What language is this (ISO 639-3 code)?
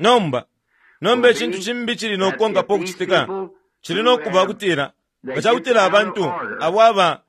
bem